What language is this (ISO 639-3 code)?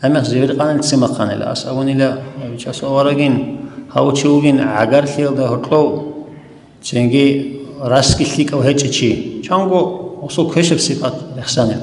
ava